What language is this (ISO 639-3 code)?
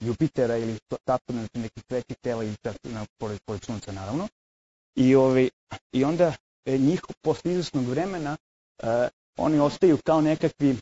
srp